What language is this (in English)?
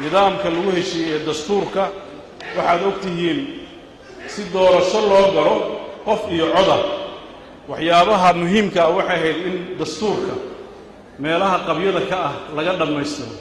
Somali